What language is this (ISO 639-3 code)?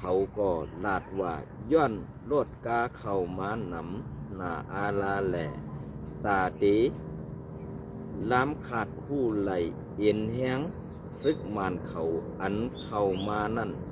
shn